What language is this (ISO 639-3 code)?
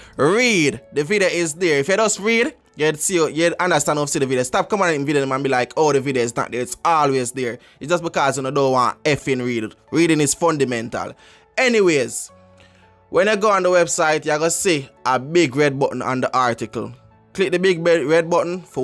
jam